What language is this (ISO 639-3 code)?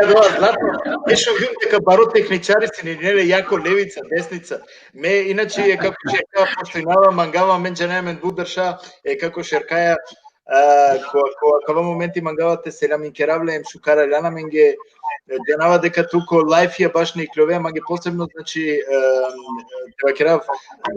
rmn